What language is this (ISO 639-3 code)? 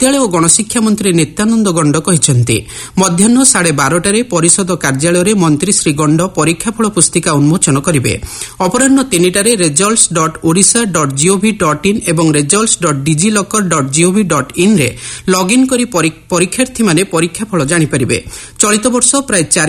ori